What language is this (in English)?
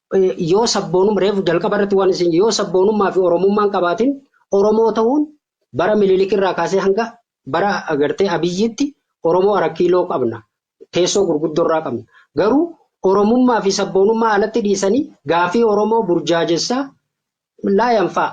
Oromo